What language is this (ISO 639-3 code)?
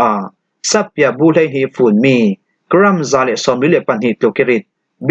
cfm